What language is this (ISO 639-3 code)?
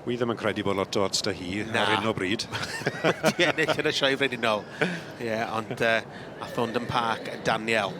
cym